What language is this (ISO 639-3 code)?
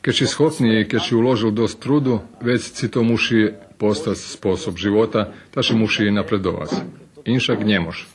rue